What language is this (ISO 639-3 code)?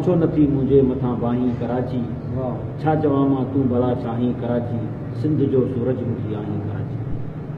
snd